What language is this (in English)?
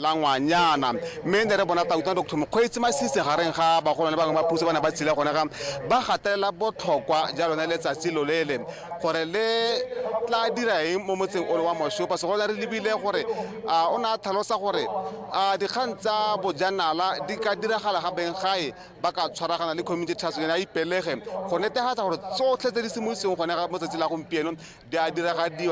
Tswana